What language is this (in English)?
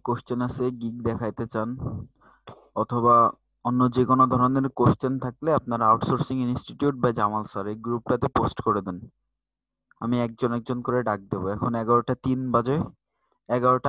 Bangla